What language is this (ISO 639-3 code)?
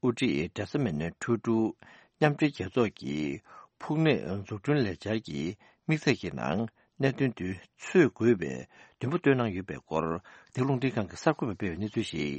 bod